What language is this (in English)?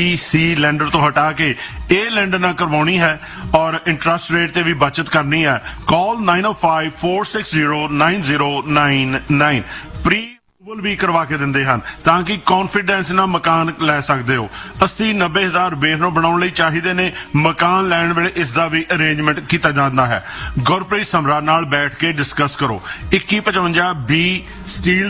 Punjabi